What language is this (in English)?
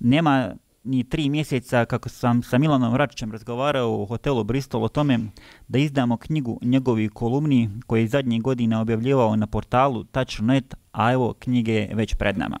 Bosnian